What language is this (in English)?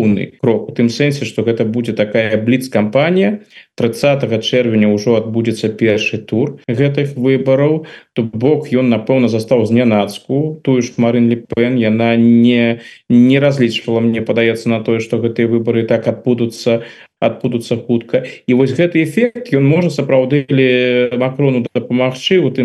Belarusian